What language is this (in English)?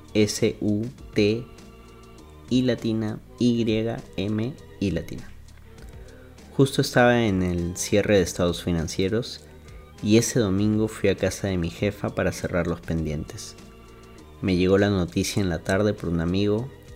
Spanish